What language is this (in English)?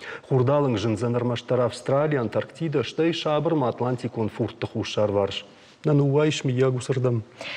Ossetic